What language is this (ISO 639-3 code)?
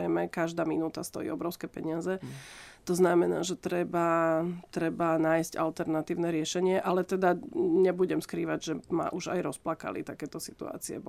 slk